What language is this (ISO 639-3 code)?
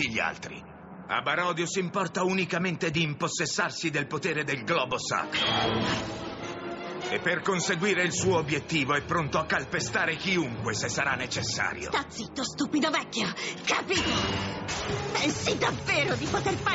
ita